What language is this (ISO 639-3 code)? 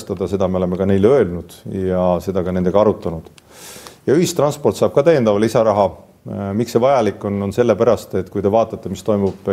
est